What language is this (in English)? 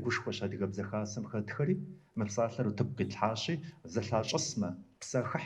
Kabardian